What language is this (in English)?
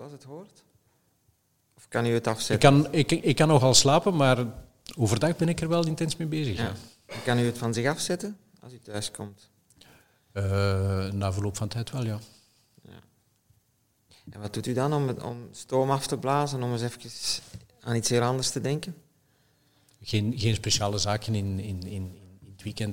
Dutch